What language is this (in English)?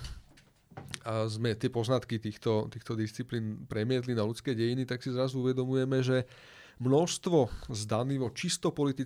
Slovak